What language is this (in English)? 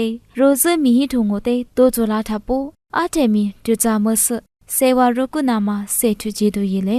Lisu